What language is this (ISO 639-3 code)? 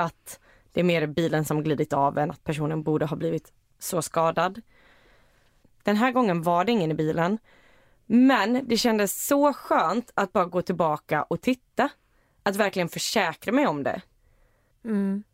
swe